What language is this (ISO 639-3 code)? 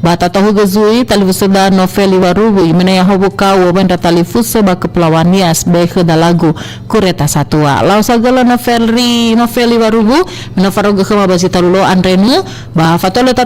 nia